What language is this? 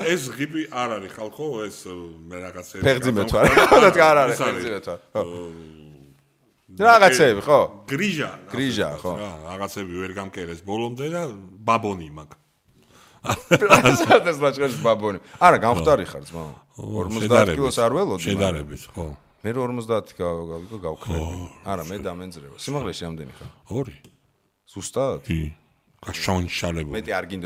Georgian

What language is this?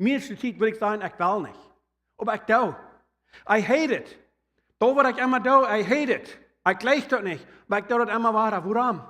Plautdietsch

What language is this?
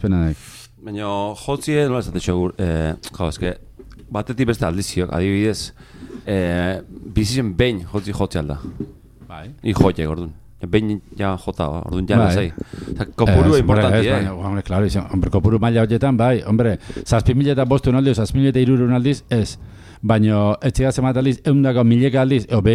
Basque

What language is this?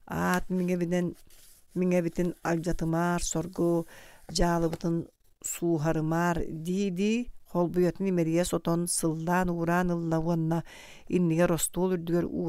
Yakut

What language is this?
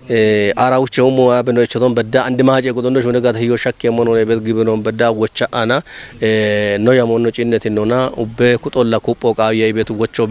Kafa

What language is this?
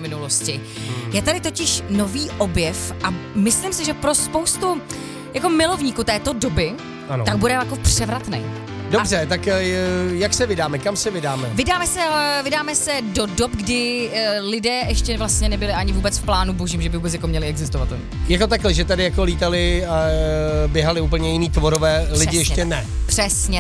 Czech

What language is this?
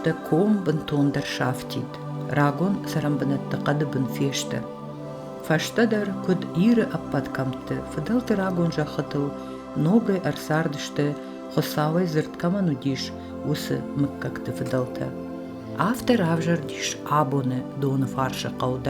Ossetic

